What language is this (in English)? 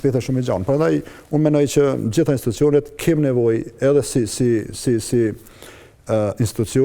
Albanian